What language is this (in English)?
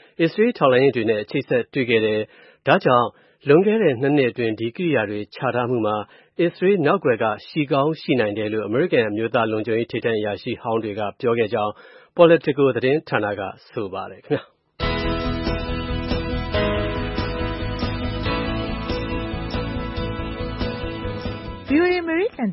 Burmese